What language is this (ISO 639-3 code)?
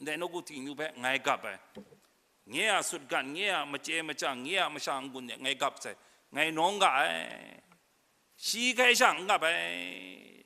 kac